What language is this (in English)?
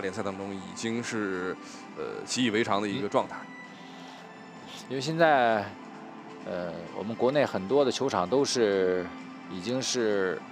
Chinese